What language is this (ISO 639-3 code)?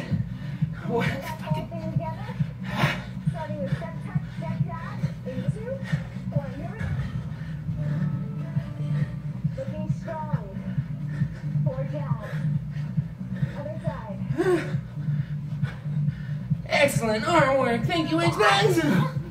eng